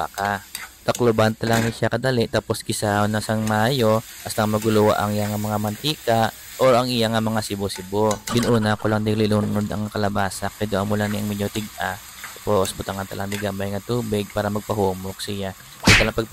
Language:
Hiligaynon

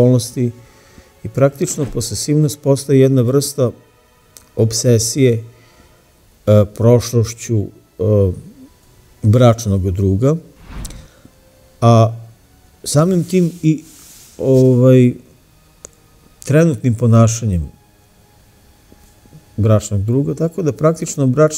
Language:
Serbian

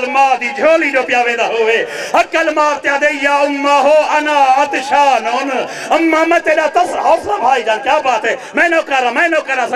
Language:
Saraiki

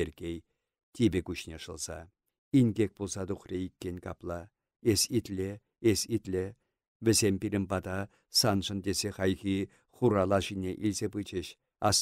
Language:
Chuvash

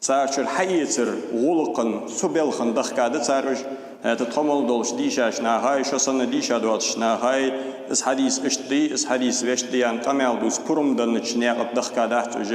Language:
Ingush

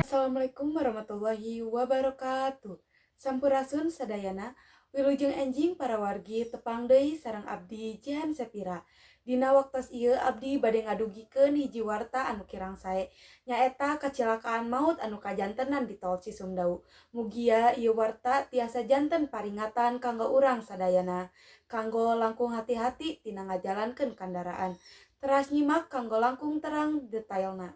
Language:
Sundanese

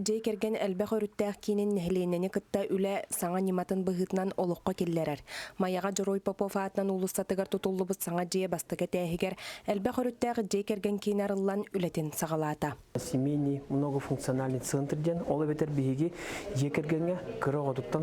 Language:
Yakut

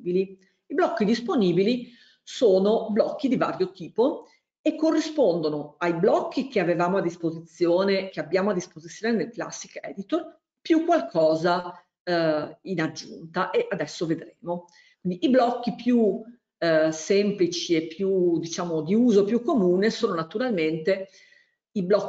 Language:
Italian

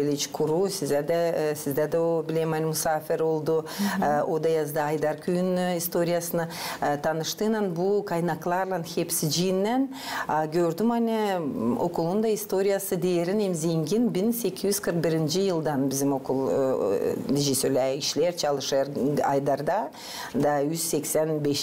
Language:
Gagauz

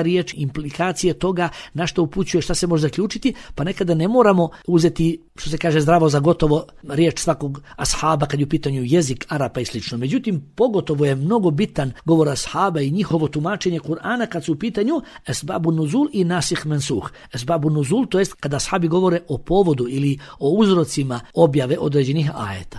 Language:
Bosnian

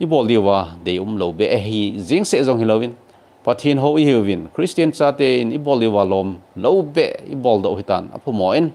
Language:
Thado Chin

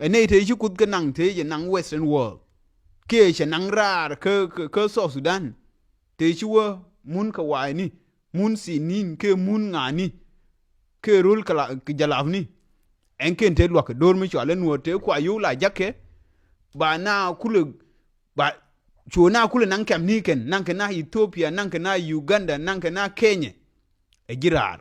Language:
Nuer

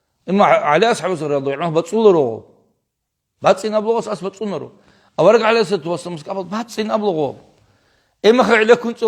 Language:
Avaric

